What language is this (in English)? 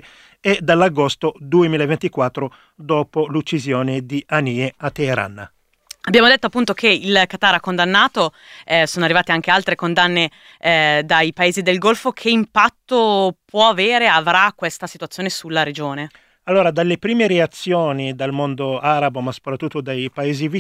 Italian